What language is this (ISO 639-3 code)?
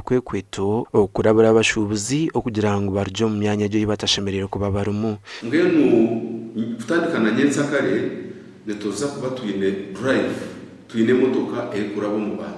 nyn